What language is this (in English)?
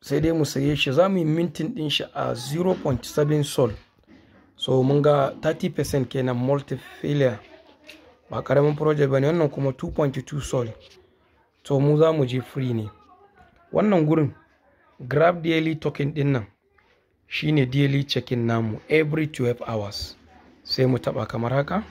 Hausa